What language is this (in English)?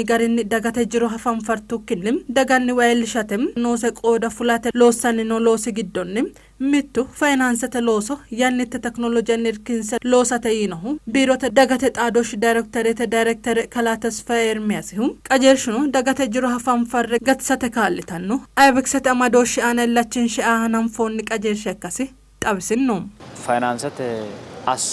Sidamo